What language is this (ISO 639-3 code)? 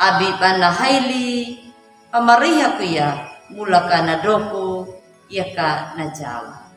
akg